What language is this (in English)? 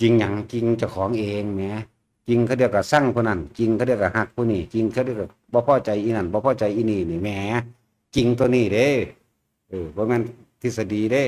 Northeastern Thai